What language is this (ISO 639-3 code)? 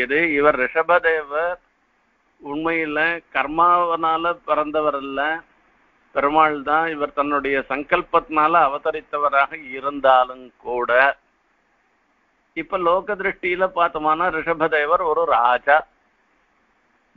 tam